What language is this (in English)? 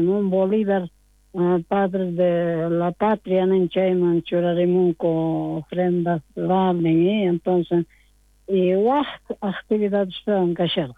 South Bolivian Quechua